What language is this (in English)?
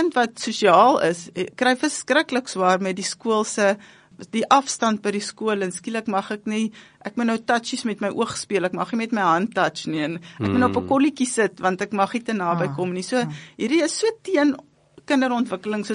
Afrikaans